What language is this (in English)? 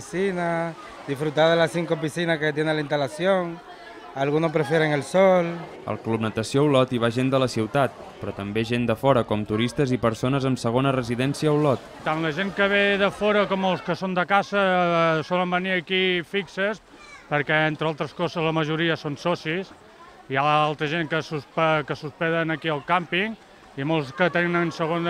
Catalan